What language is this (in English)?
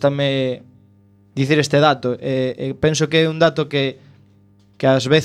Galician